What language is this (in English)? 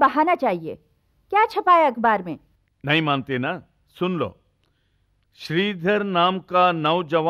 Hindi